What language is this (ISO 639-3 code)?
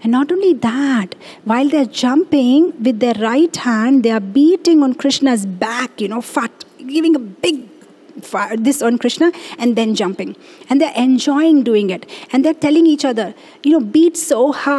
eng